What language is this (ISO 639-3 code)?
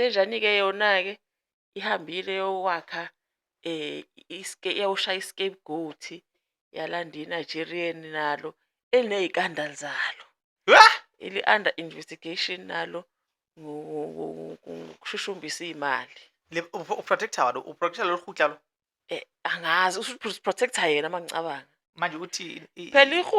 zul